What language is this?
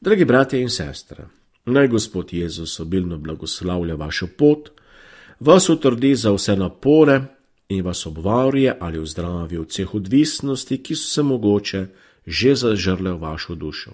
Slovenian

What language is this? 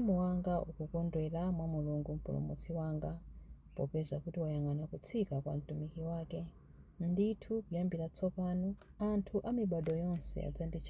Nyanja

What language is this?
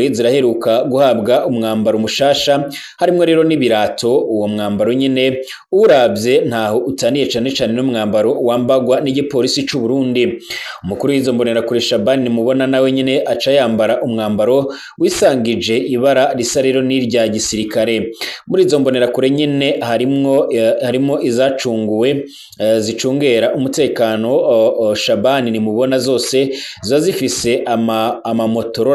Rundi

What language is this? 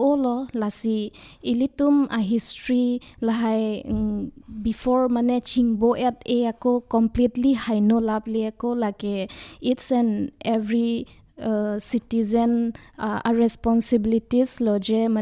Karbi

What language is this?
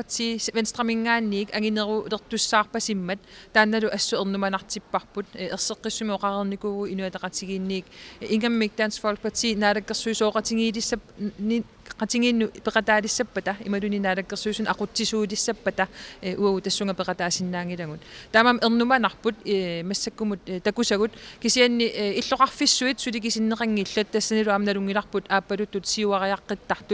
Kalaallisut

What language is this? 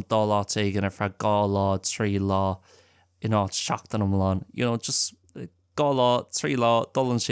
Irish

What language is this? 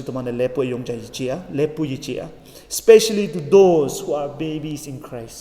Konyak Naga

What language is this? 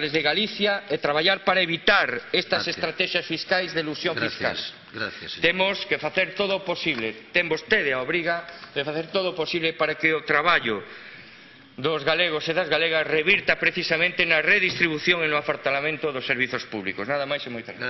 Galician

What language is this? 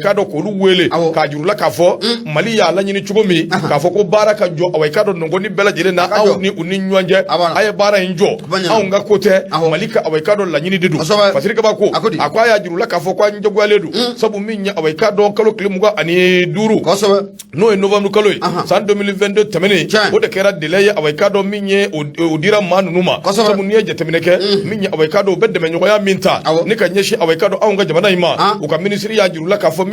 Bambara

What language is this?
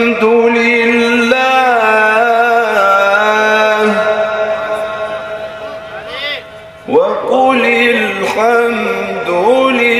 Arabic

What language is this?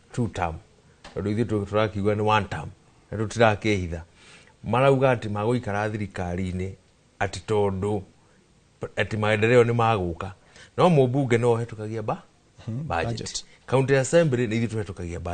Kikuyu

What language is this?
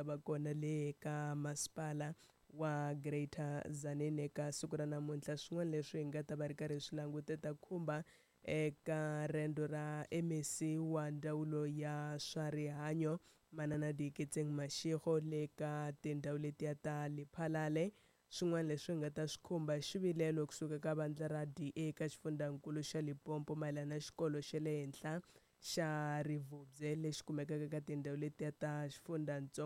Tsonga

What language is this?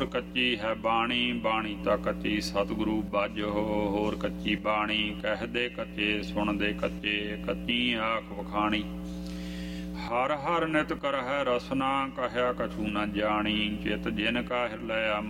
Punjabi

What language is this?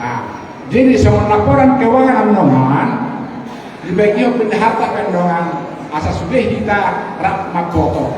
Batak Toba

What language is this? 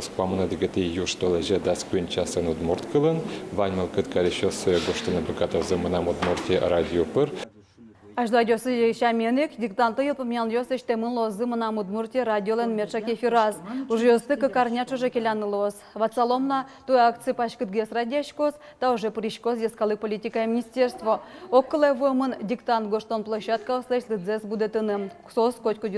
Udmurt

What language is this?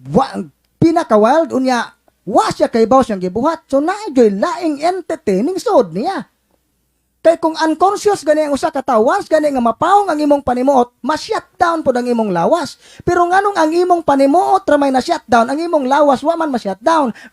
Cebuano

